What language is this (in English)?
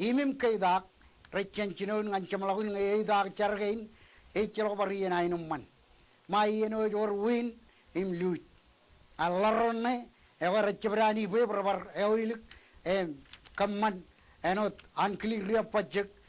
Marshallese